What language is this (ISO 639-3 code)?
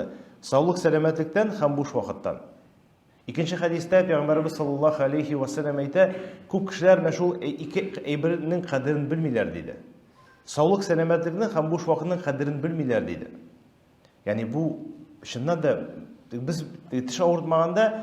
tat